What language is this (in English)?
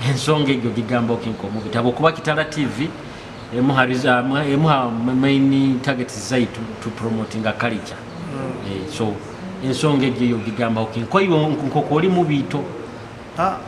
Nyoro